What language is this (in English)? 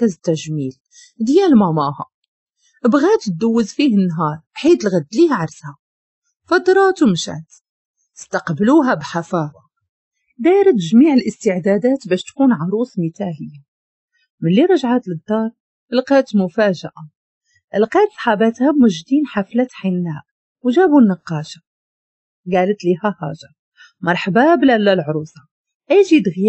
Moroccan Arabic